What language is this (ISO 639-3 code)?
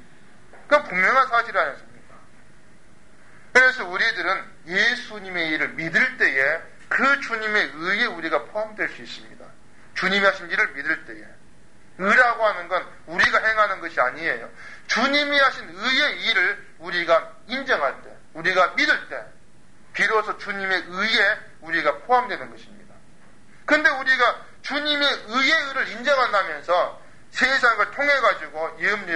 kor